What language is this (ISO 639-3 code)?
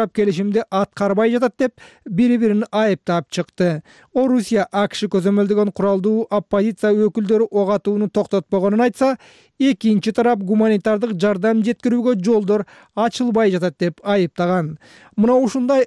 kir